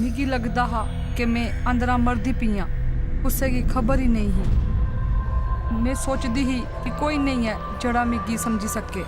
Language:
Dogri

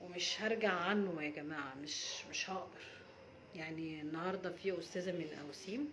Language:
Egyptian Arabic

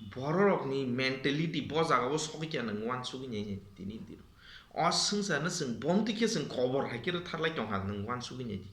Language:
Kok Borok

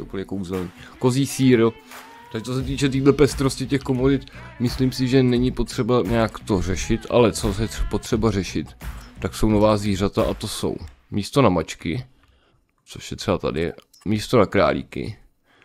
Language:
Czech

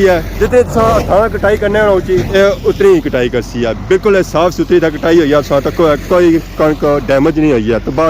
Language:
Pahari-Potwari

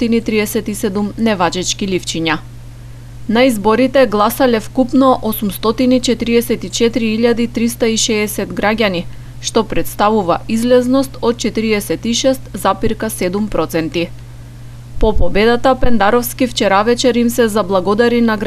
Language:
Macedonian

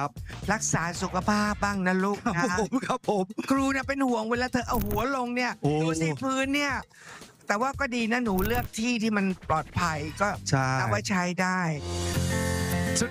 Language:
Thai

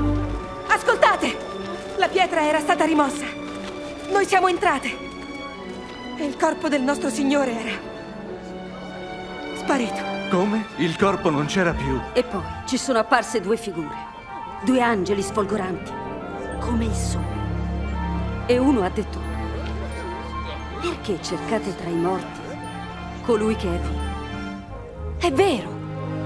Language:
Italian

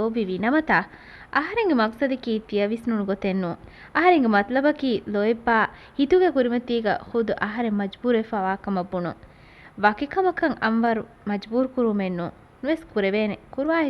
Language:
Divehi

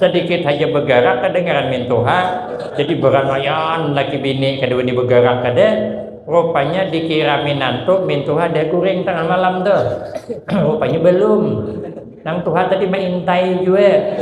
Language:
Banjar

